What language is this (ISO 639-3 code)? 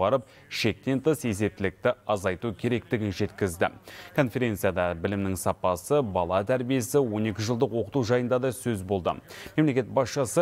kaz